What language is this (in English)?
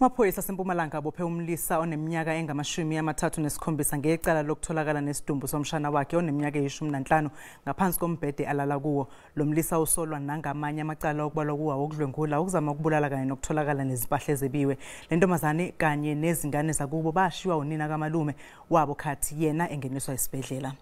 Zulu